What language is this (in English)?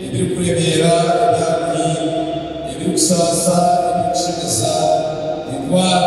Nyankole